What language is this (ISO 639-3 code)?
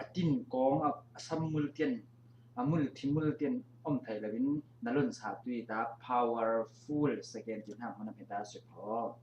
cfm